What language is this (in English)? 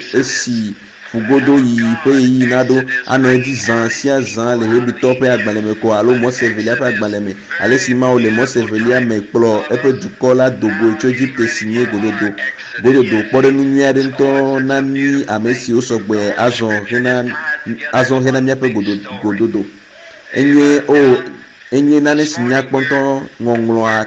Ewe